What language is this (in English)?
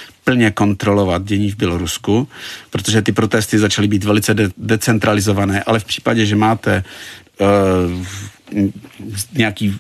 Czech